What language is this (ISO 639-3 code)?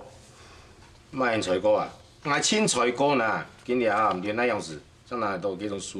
hak